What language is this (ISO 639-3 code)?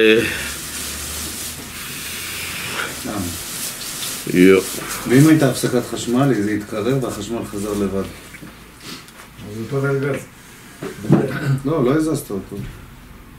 heb